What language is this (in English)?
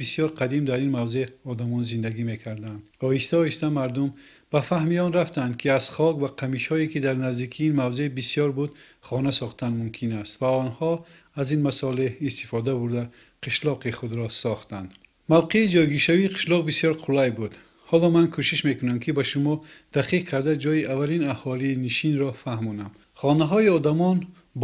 Tajik